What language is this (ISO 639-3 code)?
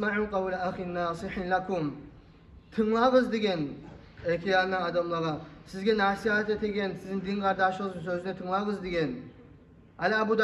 kum